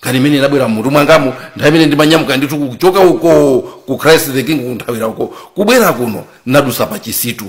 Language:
Nyanja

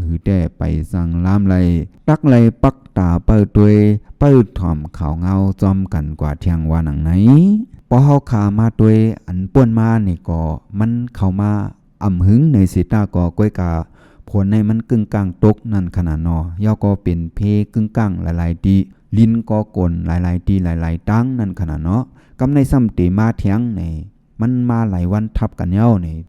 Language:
Shan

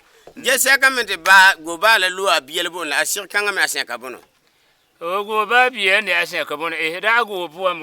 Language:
Frafra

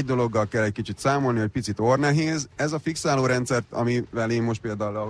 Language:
Hungarian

